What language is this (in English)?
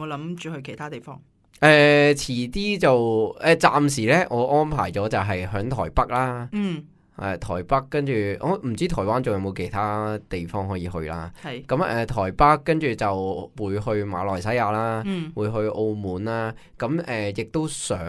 Cantonese